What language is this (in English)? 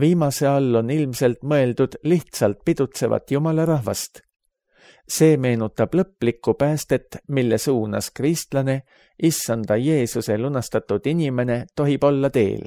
Estonian